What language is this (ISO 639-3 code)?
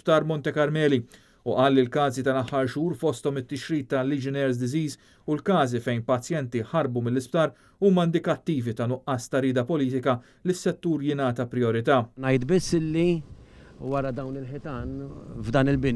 mlt